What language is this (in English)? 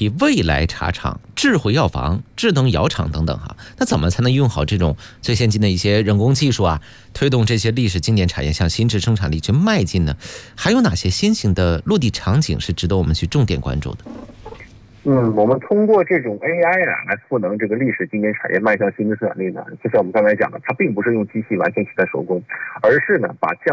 Chinese